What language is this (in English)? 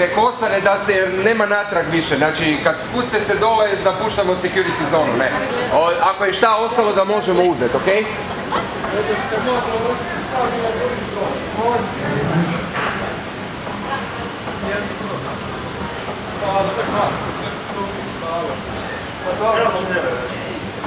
Croatian